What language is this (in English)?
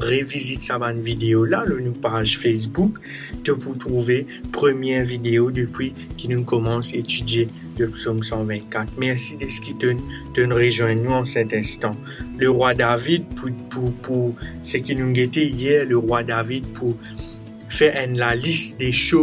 Morisyen